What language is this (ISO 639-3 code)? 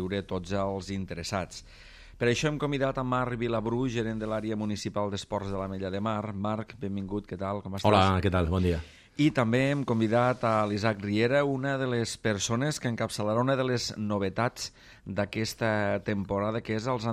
cat